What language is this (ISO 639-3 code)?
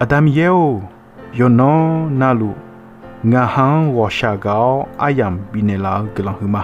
ahk